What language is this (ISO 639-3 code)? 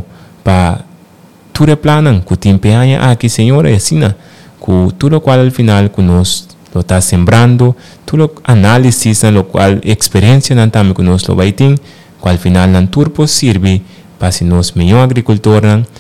pap